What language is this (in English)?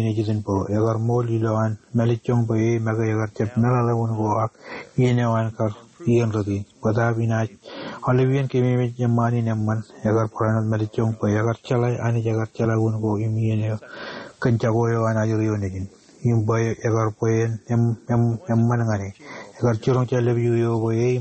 Marshallese